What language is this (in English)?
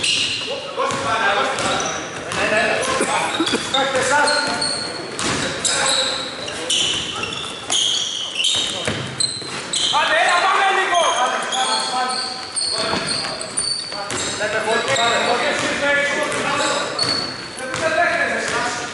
Greek